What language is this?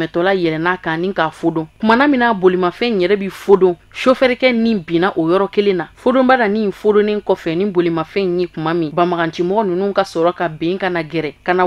Bambara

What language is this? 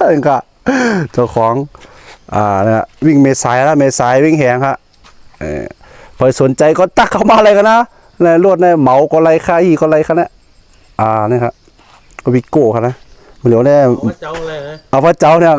Shan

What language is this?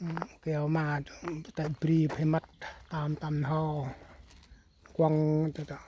Central Mnong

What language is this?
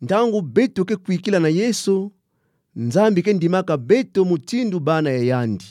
Kituba (Democratic Republic of Congo)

